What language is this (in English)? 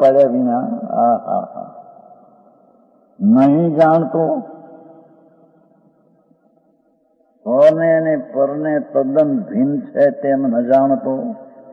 Gujarati